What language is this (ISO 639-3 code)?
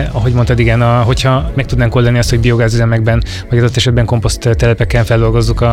hun